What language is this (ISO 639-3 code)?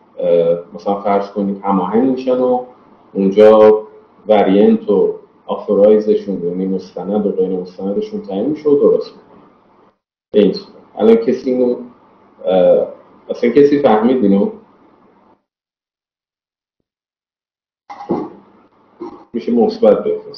fas